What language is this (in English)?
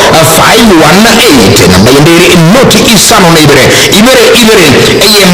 Gusii